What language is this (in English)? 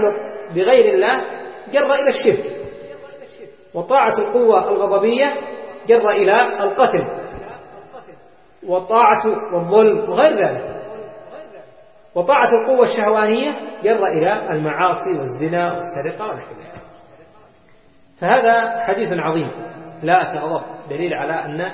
Arabic